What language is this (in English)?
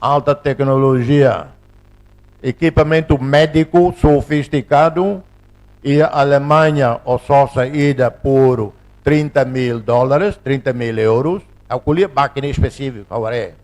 Tetum